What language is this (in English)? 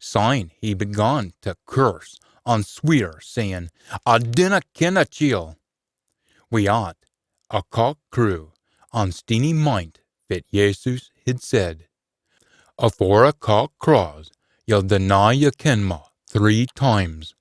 Scots